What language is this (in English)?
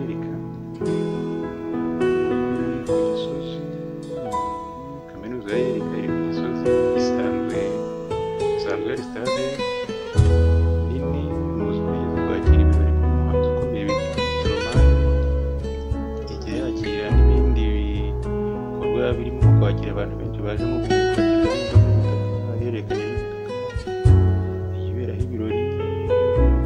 Kinyarwanda